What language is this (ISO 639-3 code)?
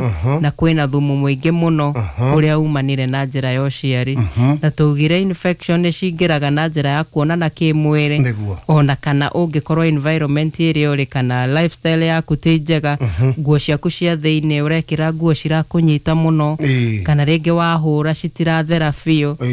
kik